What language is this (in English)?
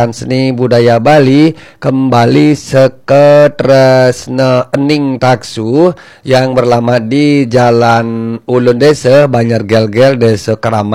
Balinese